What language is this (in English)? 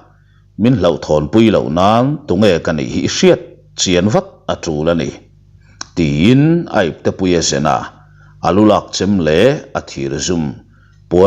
Mizo